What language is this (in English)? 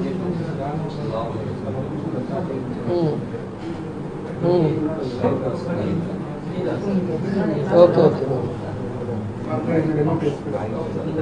Telugu